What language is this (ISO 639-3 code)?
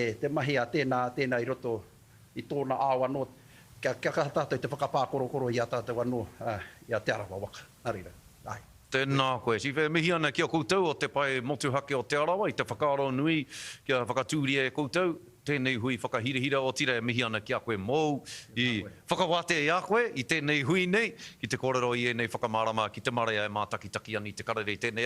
mri